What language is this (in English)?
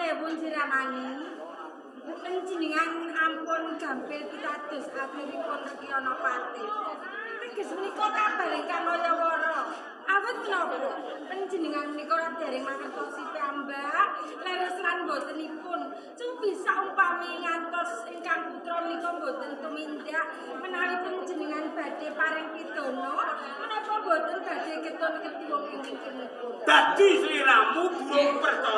Javanese